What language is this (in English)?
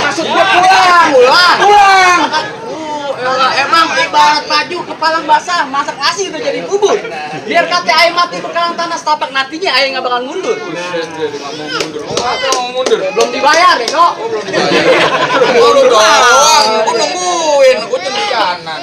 Betawi